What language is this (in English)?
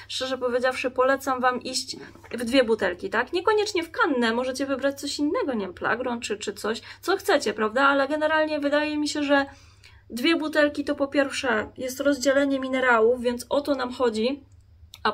Polish